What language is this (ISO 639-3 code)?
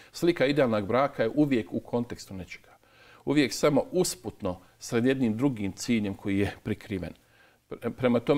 bos